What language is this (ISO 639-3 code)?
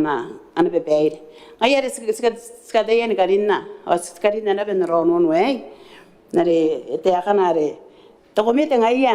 gil